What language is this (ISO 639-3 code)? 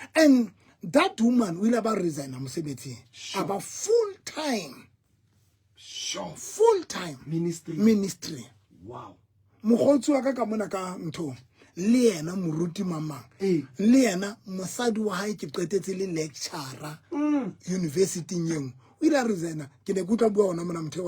sot